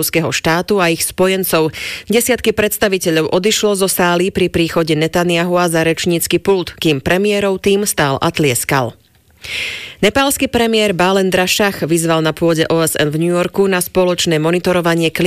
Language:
Slovak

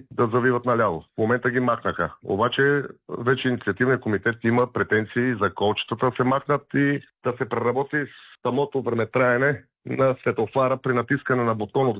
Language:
Bulgarian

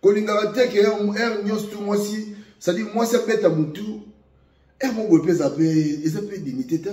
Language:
Lingala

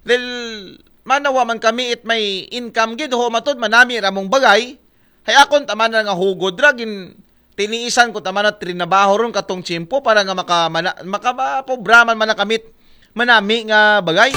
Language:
Aklanon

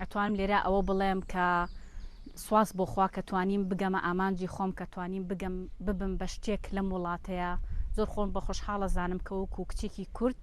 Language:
Central Kurdish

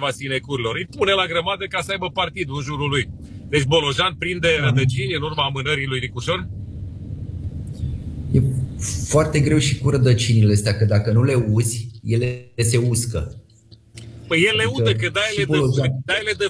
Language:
Romanian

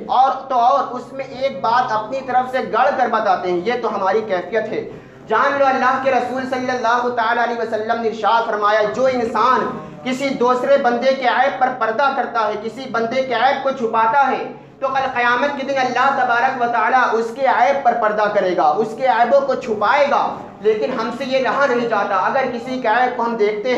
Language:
Urdu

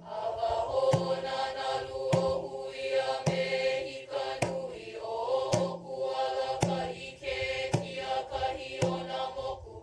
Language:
Hawaiian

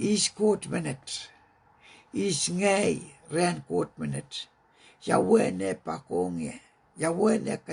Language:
Pohnpeian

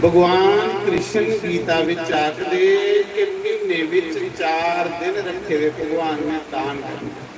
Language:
Dogri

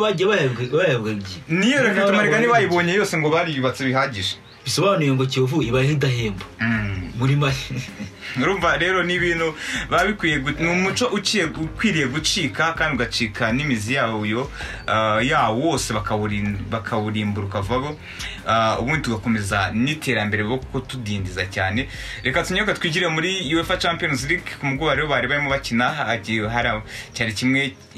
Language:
Kinyarwanda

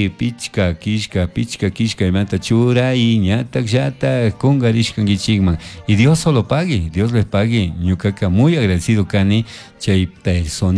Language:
Chimborazo Highland Quichua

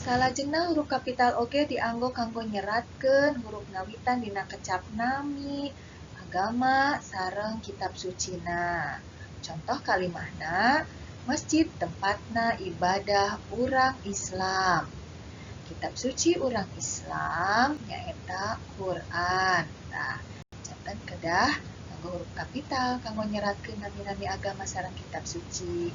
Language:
Sundanese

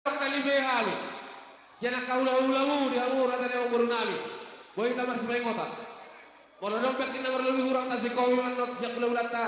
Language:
Batak Toba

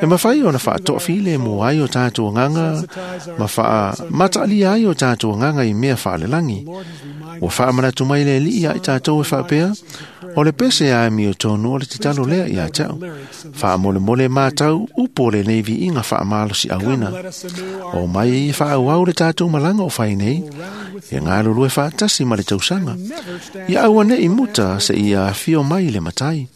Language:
Samoan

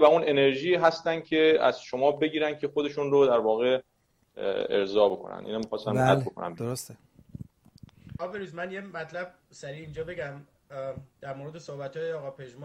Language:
Persian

